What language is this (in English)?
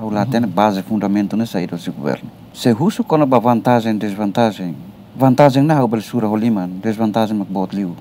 Tetum